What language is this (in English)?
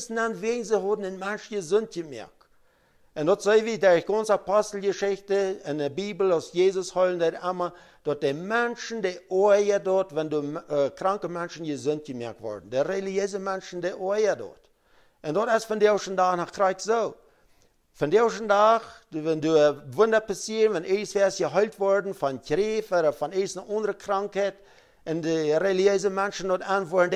Plautdietsch